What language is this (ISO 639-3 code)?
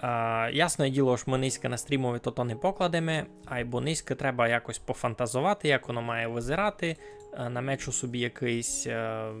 rue